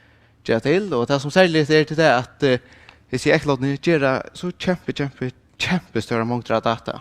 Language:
Faroese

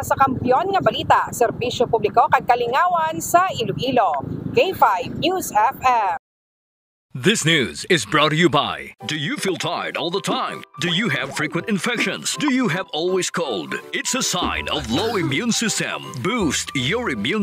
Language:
Hiligaynon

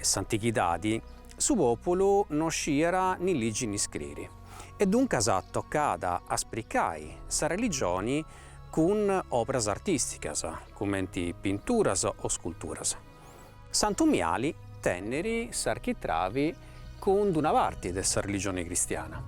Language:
Sardinian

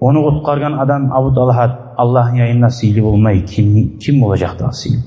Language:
Kumyk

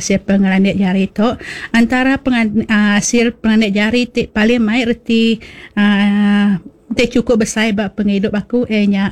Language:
Iban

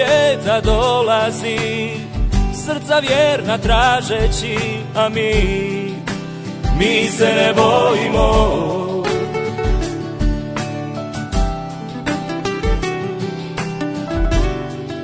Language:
Croatian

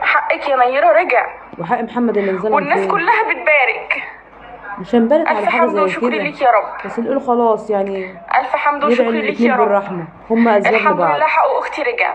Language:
Egyptian Arabic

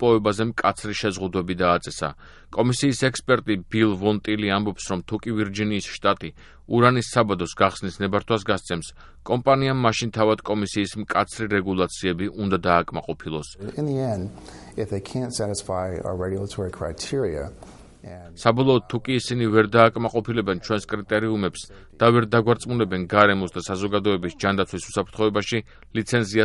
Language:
Georgian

